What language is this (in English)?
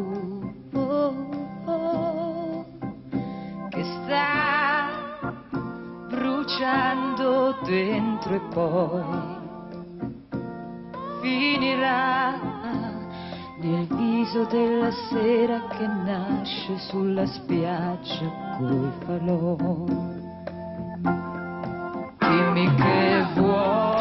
Italian